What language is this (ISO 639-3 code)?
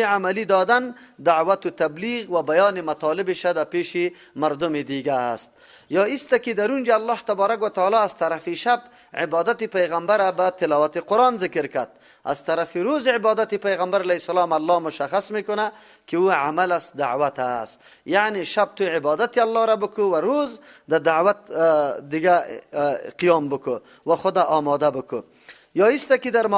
fas